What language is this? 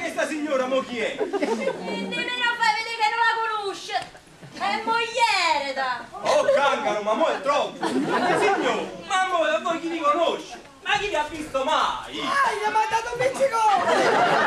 Neapolitan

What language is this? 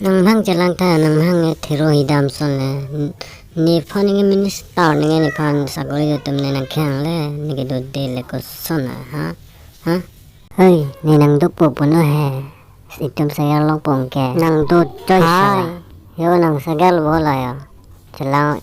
Karbi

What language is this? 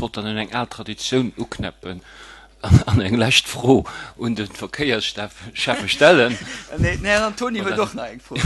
Luxembourgish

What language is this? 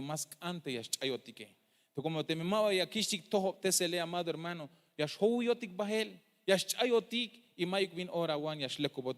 Tzeltal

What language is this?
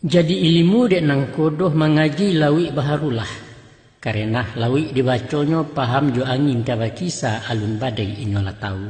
Minangkabau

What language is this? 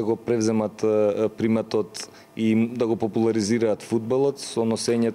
Macedonian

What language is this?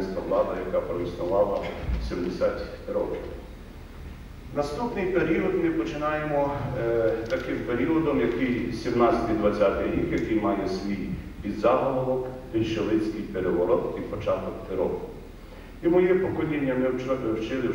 Ukrainian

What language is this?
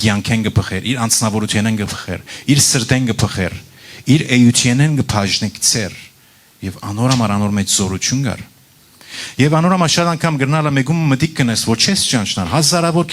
Western Armenian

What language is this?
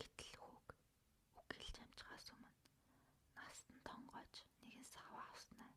Mongolian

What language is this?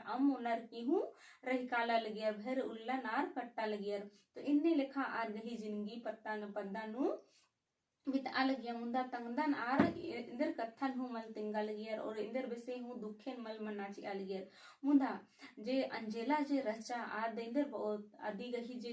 Kurukh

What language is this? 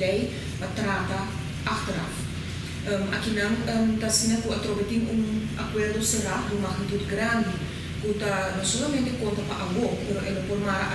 Papiamento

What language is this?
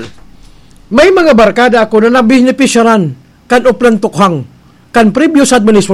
Bikol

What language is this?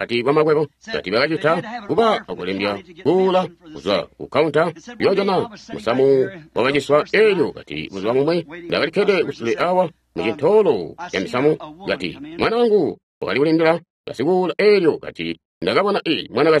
Tonga (Zambia)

